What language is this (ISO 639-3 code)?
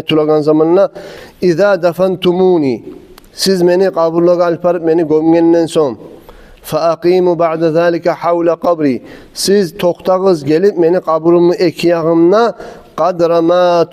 kum